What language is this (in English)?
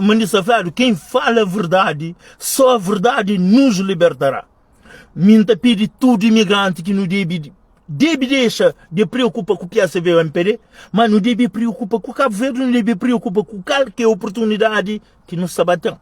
Kabuverdianu